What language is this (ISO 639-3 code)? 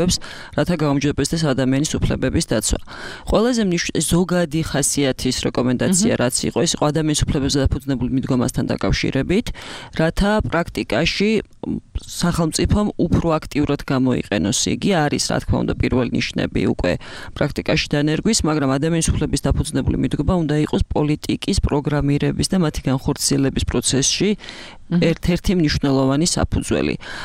kat